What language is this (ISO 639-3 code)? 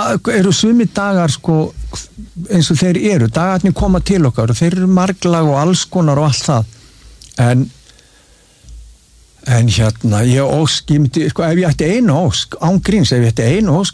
isl